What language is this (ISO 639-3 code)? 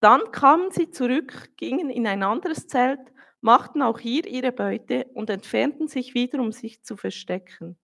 gsw